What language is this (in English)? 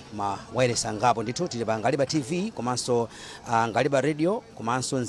Nyanja